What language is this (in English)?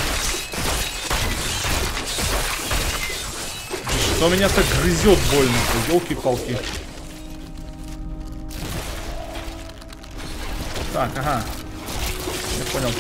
Russian